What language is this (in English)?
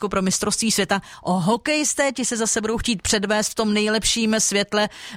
Czech